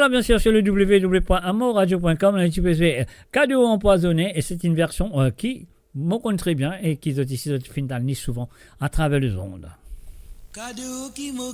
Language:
Morisyen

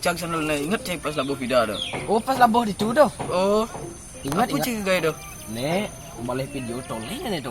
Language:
Balinese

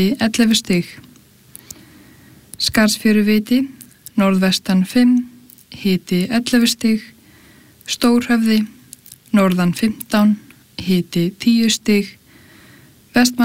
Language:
Icelandic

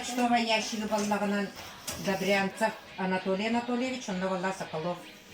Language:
Yakut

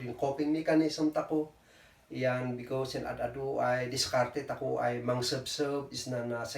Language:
Kankanaey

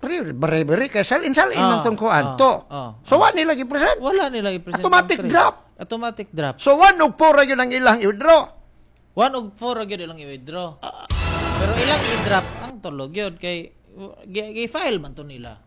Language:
Cebuano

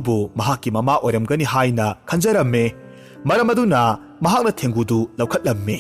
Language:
Manipuri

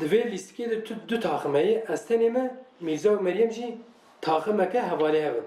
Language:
Kurdish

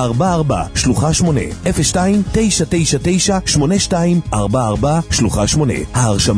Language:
Hebrew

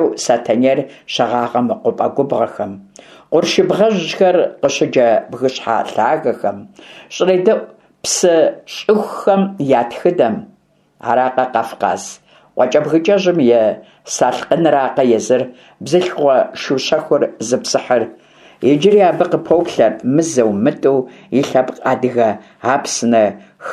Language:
Kabardian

